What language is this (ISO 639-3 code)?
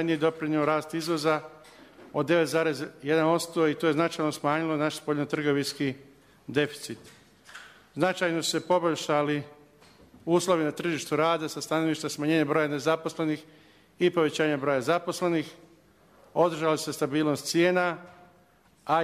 srp